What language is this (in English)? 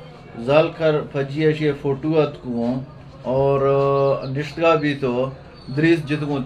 Eastern Balochi